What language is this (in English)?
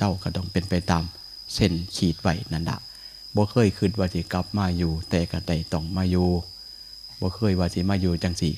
Northeastern Thai